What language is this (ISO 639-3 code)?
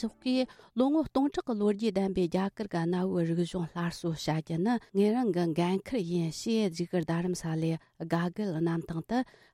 bod